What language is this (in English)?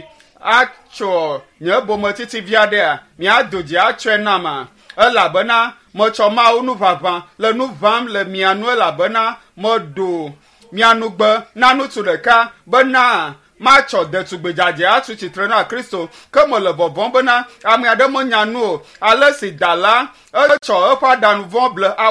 Ewe